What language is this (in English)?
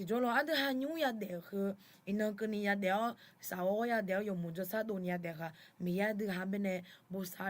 Akha